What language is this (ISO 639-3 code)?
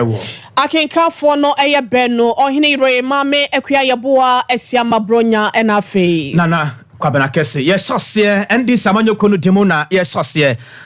aka